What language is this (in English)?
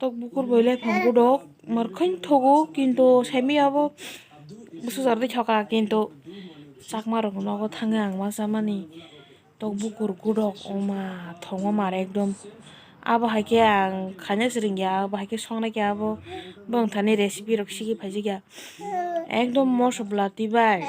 Kok Borok